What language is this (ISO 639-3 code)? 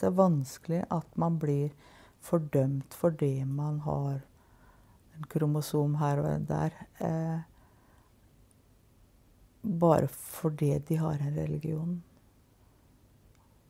nor